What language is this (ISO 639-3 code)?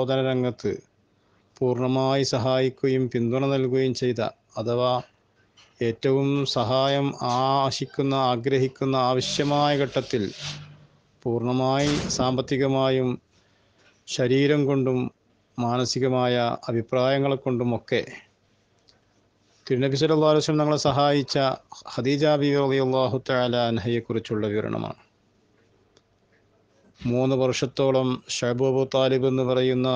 mal